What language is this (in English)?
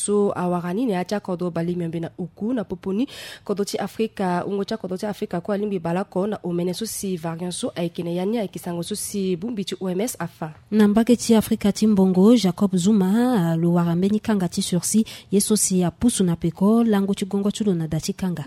Sango